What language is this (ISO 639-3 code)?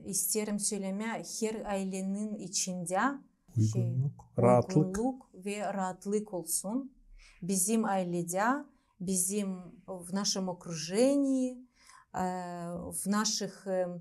gag